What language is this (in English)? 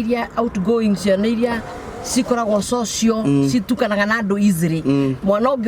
Kikuyu